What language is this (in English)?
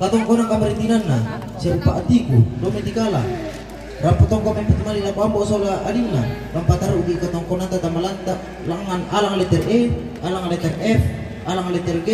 Toraja-Sa'dan